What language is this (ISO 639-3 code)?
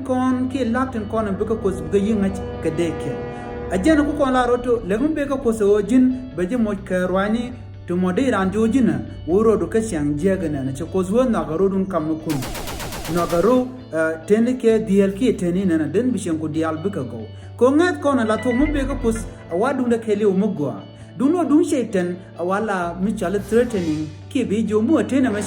nus